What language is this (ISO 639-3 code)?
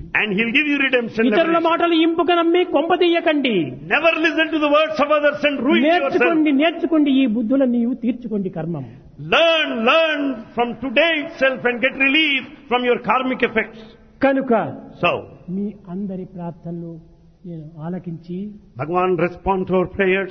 tel